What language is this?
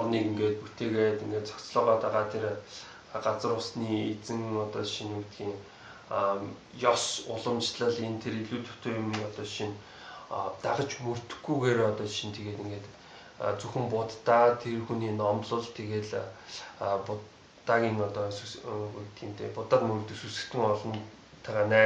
Mongolian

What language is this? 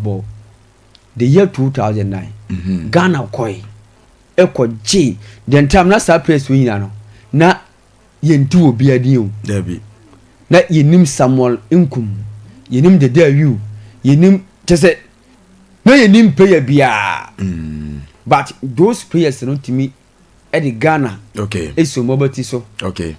Akan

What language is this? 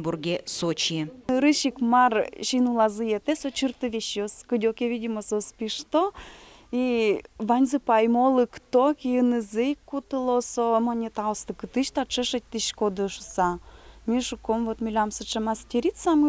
Udmurt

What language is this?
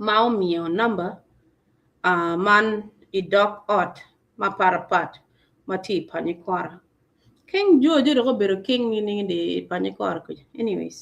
Acoli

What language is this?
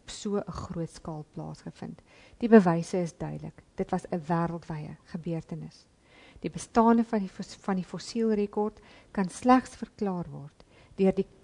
Afrikaans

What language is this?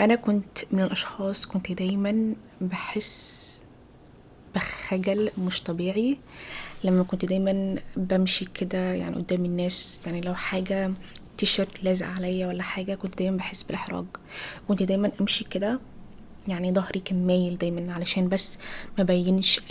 Egyptian Arabic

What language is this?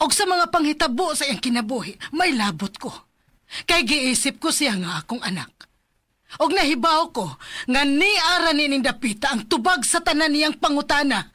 Cebuano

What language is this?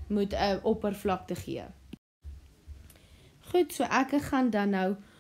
Afrikaans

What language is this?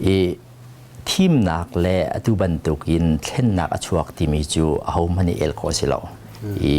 Hakha Chin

